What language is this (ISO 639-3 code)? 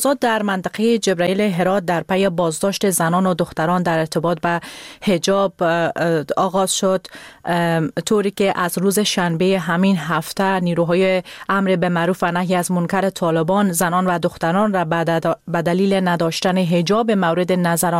fas